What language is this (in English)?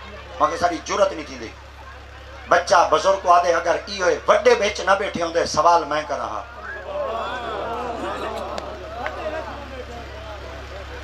Saraiki